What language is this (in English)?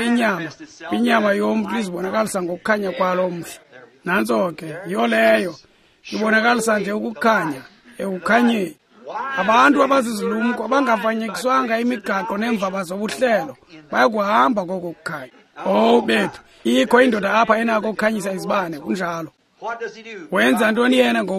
Xhosa